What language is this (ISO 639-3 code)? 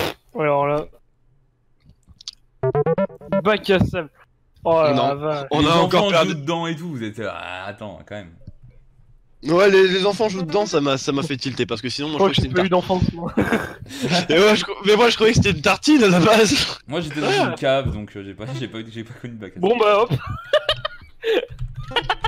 fra